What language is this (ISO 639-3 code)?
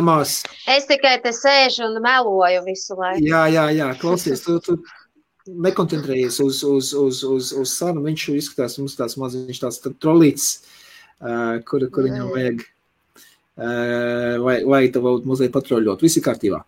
lav